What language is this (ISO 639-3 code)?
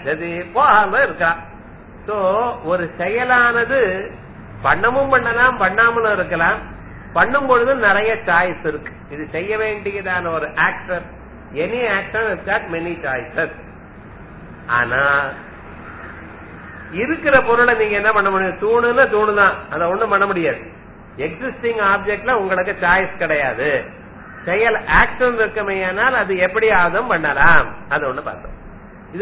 tam